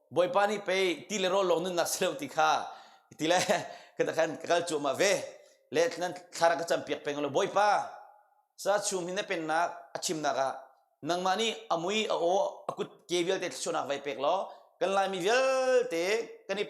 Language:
Hakha Chin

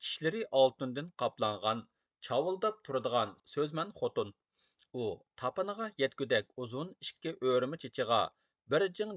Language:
Uyghur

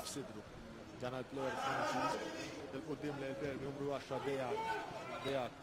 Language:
Maltese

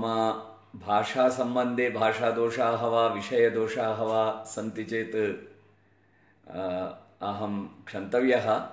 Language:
Sanskrit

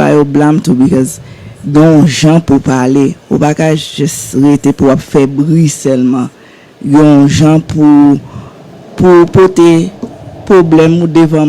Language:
Haitian Creole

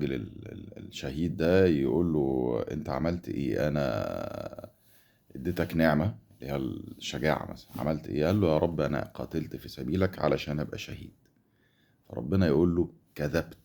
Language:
Egyptian Arabic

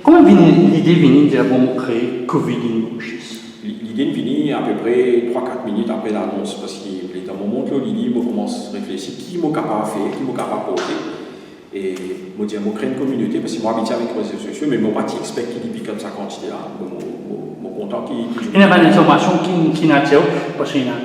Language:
Morisyen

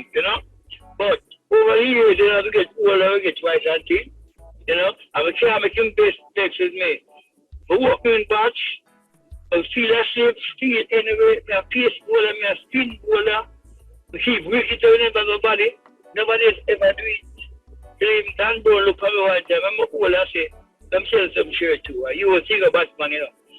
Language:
Jamaican Creole English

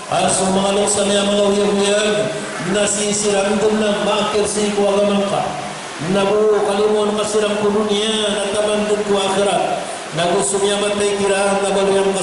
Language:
Maranao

